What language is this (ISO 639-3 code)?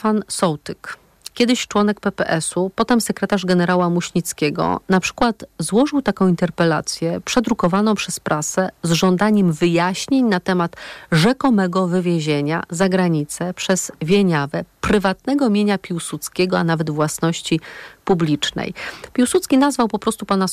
pol